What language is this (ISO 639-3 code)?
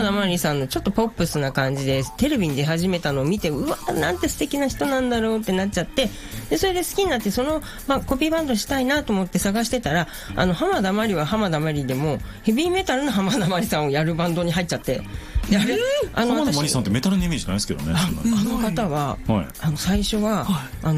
jpn